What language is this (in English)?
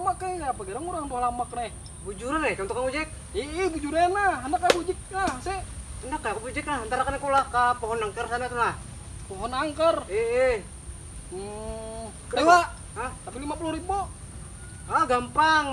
Banjar